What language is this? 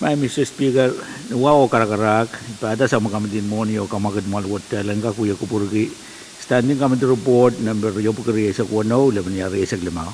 Pohnpeian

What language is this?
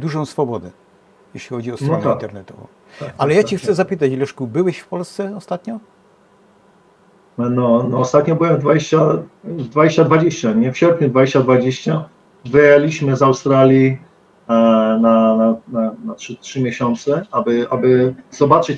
Polish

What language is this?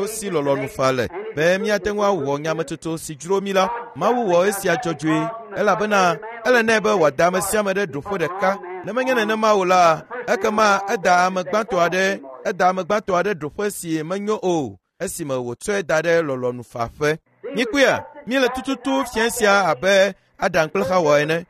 Ewe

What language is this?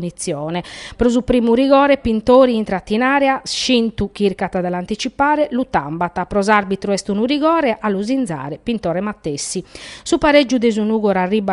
Sardinian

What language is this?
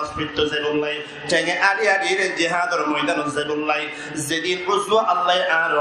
Rohingya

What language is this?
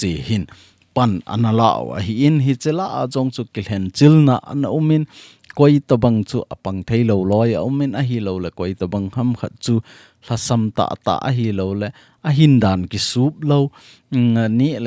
Thado Chin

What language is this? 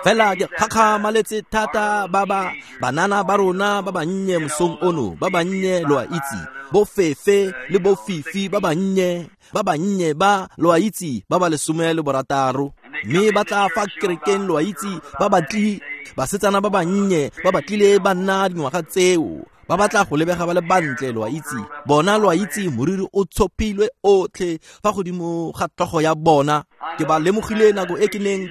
Tswana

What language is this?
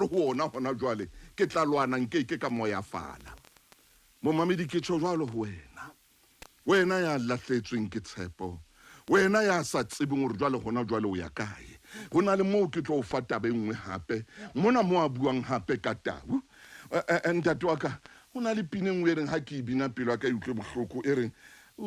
Southern Sotho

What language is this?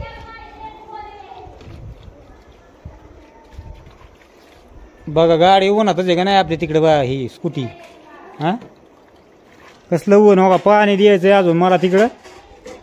Marathi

